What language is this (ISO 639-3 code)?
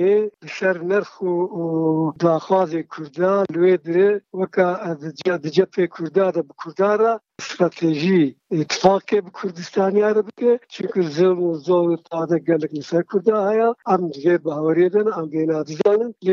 kur